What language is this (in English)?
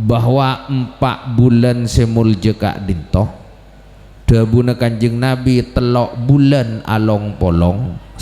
Madurese